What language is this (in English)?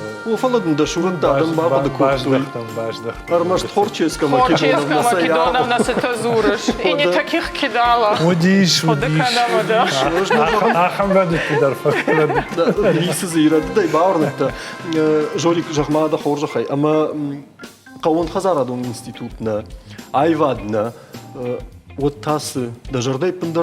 Ossetic